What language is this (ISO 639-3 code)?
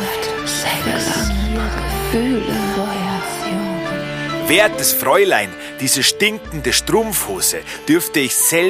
bar